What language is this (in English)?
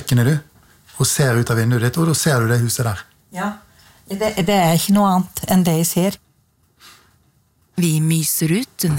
Norwegian